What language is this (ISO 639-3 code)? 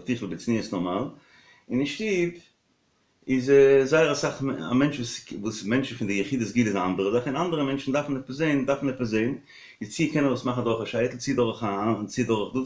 yid